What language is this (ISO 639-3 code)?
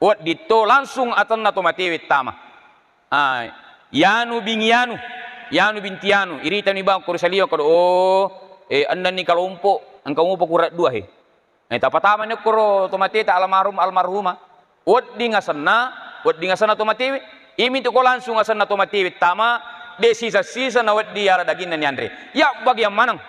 bug